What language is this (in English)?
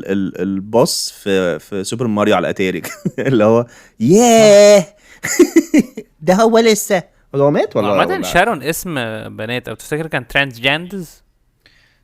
Egyptian Arabic